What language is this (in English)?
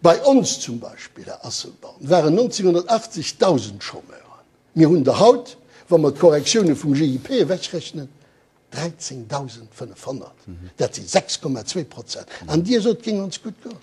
Luxembourgish